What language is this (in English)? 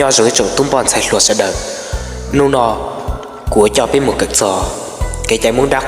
Hmong